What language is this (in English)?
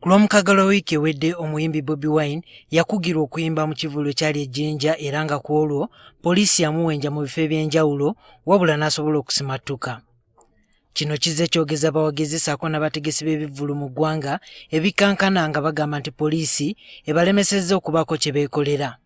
Ganda